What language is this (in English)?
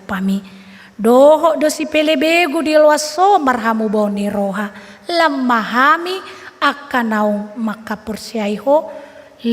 Batak Toba